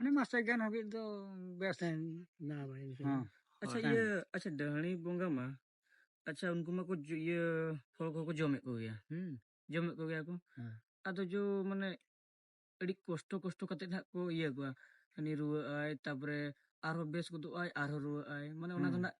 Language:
Santali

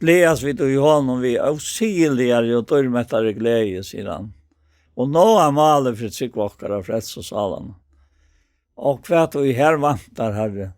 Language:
Faroese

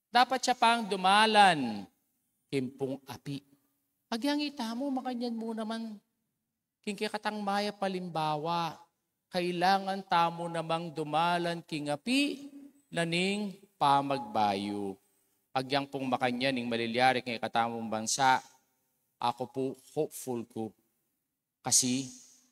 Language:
Pampanga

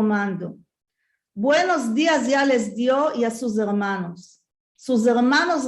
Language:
Ladino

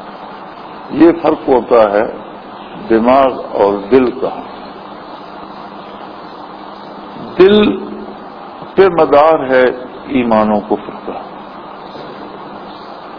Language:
Urdu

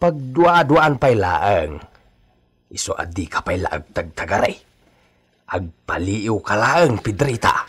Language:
Iloko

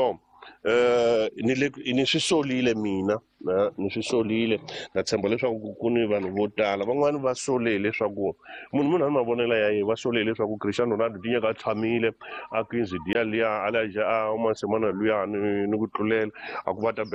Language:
Tsonga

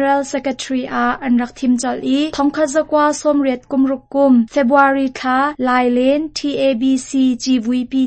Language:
Hakha Chin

